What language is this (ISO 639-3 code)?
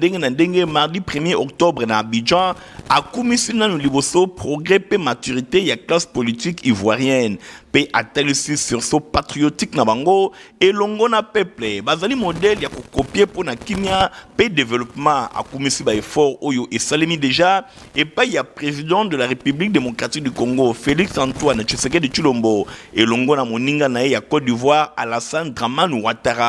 lin